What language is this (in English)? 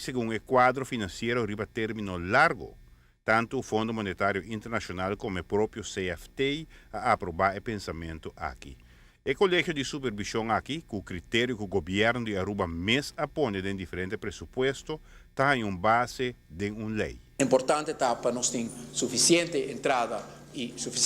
Papiamento